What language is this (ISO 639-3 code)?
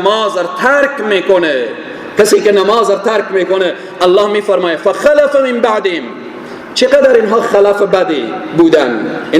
fas